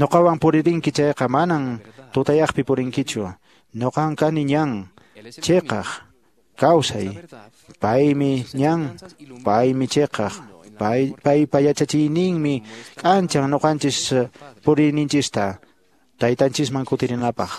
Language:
Quechua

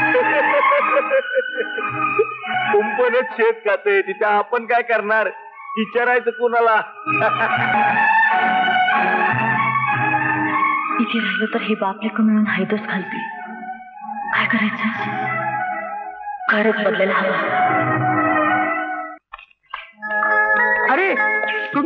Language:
Marathi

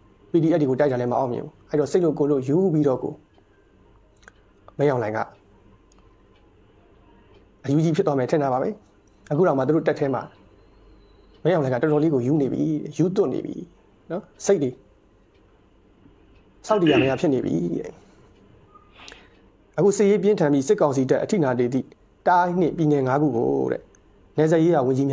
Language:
Burmese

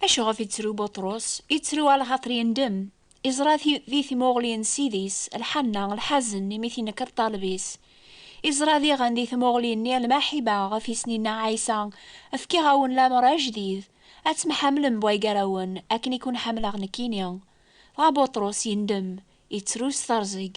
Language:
Kabyle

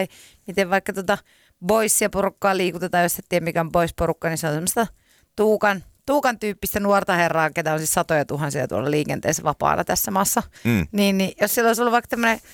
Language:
Finnish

